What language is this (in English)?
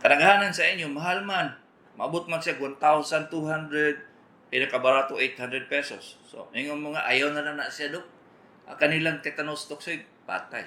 Cebuano